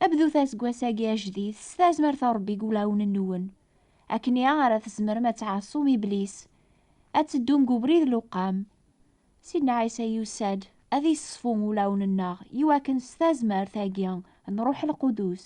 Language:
Kabyle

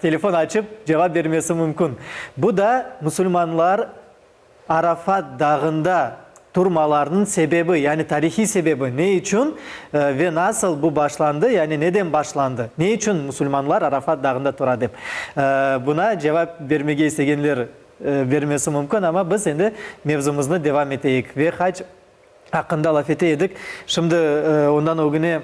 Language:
Crimean Tatar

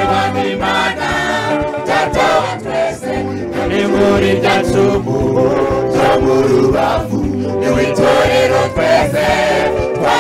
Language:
Kinyarwanda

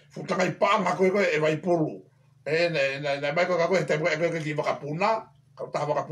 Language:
Tongan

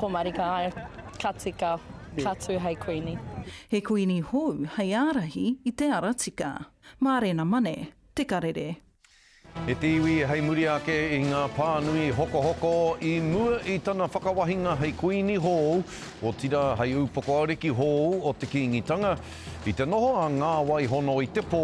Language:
Māori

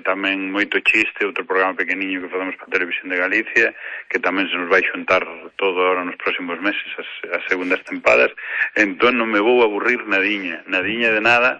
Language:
Galician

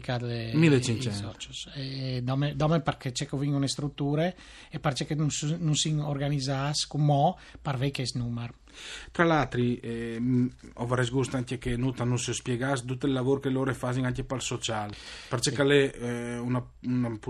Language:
Friulian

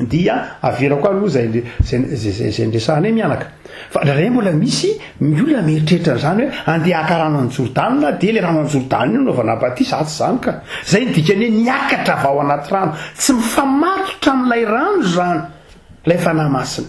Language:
Malagasy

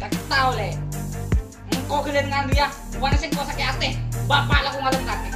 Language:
Madurese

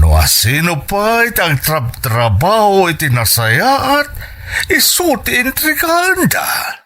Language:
Iloko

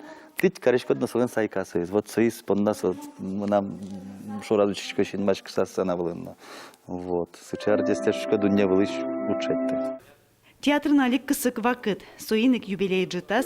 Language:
Udmurt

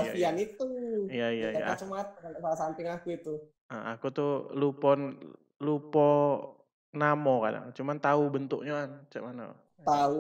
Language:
Musi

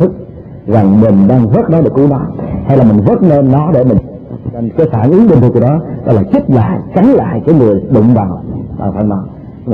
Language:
Vietnamese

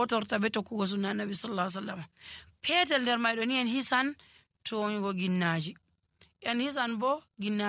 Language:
Nigerian Fulfulde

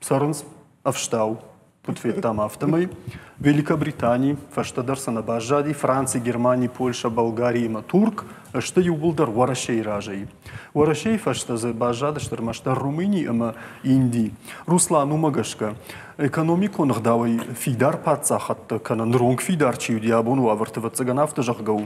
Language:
Ossetic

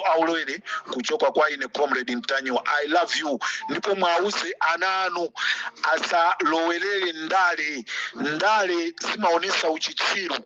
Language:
Nyanja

